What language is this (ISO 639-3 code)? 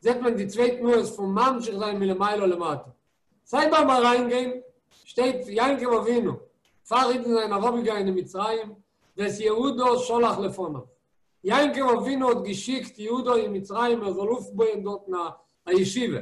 yid